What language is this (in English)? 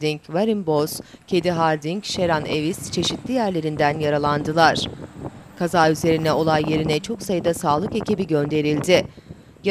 Turkish